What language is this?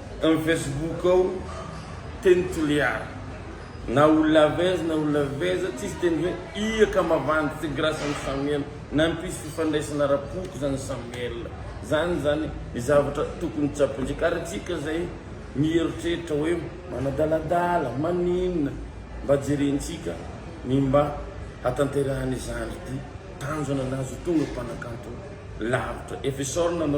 Malagasy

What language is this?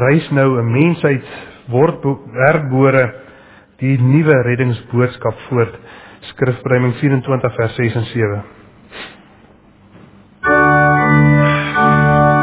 Afrikaans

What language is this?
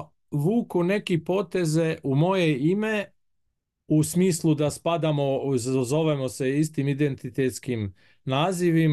Bosnian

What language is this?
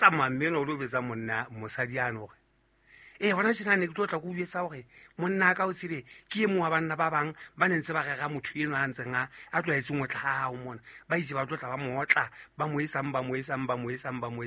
Southern Sotho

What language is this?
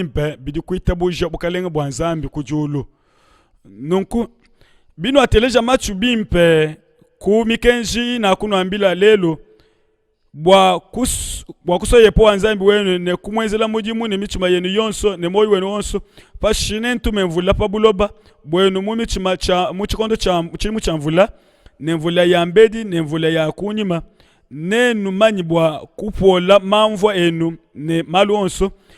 Luba-Lulua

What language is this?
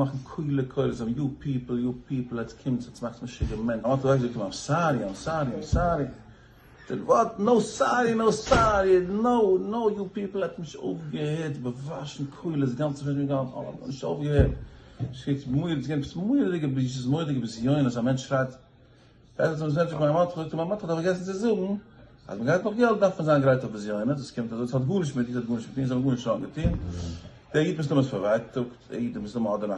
Yiddish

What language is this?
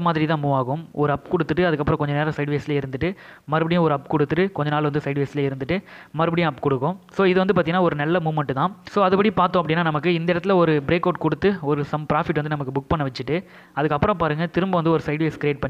Tamil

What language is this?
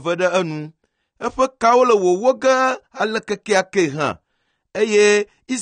Ewe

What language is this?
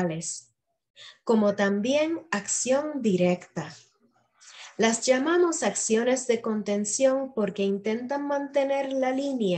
Spanish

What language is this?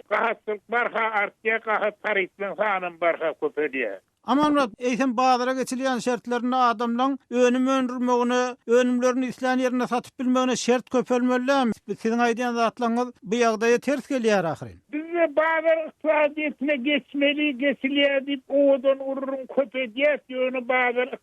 Turkmen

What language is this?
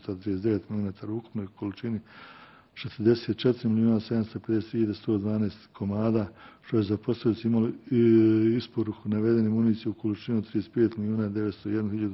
Bosnian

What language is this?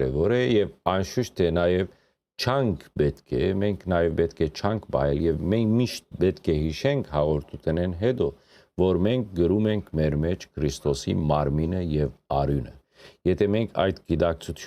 Western Armenian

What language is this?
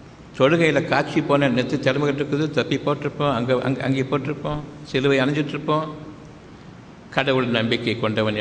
Tamil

